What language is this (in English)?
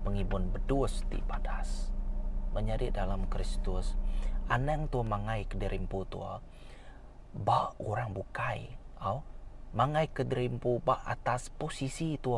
Iban